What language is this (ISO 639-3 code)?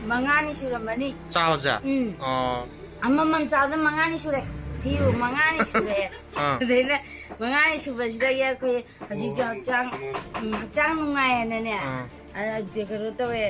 mni